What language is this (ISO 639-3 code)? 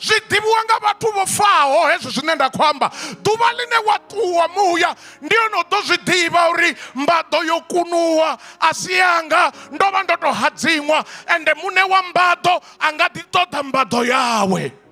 ven